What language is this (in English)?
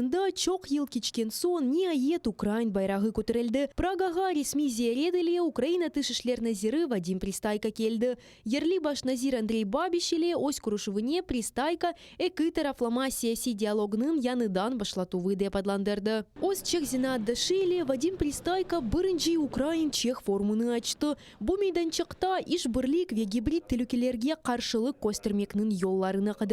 Crimean Tatar